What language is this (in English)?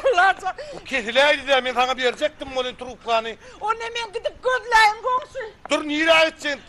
Turkmen